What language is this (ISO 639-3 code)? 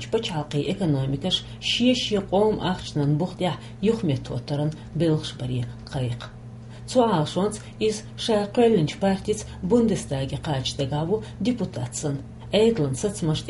che